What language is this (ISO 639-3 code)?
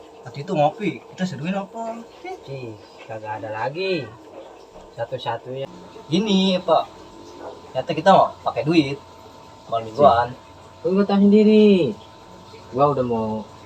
bew